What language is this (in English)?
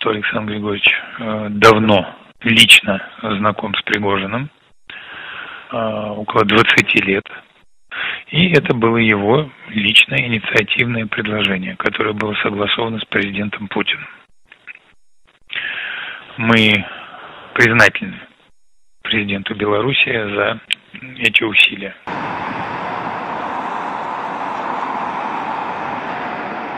Russian